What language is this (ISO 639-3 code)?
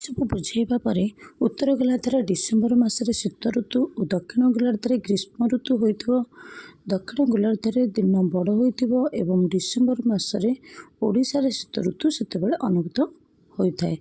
ori